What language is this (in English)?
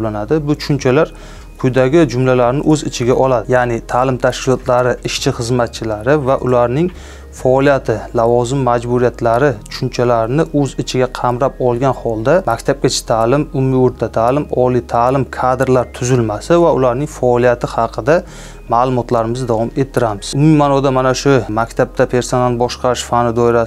Uzbek